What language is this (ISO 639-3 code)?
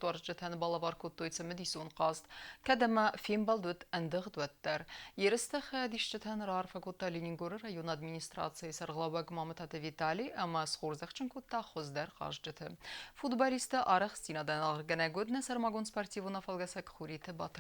oss